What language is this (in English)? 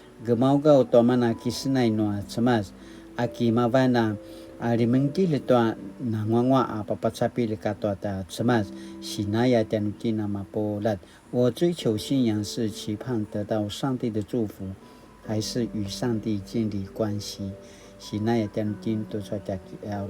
Paiwan